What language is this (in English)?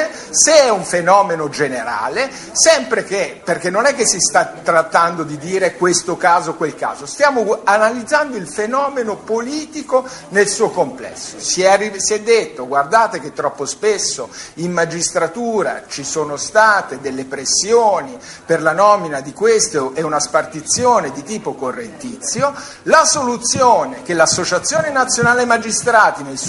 Italian